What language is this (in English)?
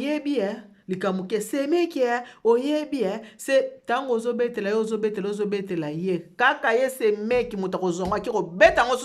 Lingala